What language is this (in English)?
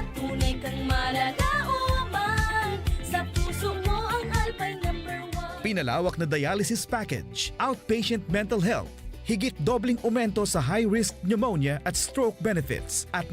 Bikol